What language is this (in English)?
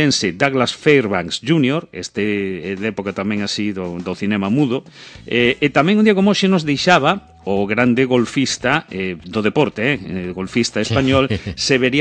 Galician